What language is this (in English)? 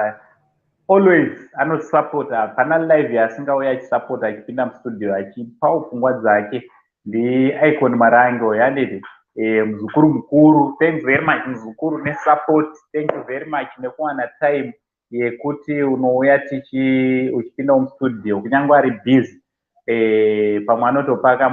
Shona